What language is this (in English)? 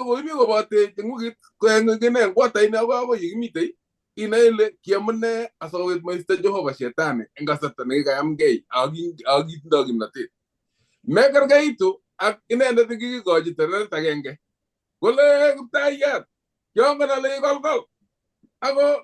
Kalenjin